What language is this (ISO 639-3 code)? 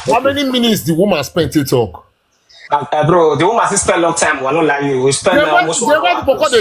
pcm